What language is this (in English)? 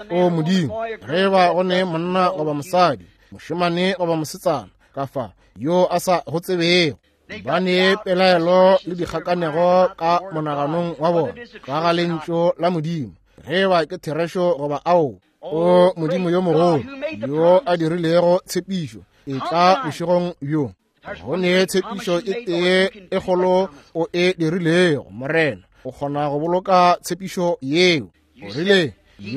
Northern Sotho